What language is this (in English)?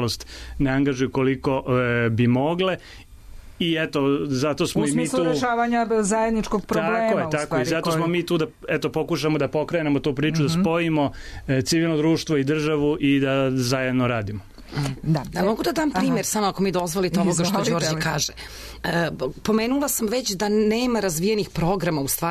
Serbian